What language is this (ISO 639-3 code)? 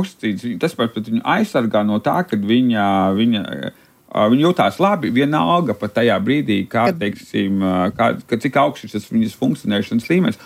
lav